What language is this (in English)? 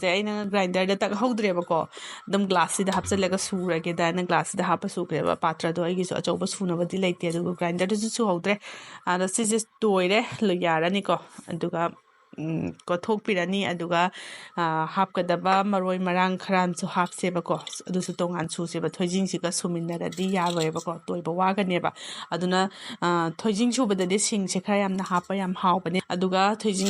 Manipuri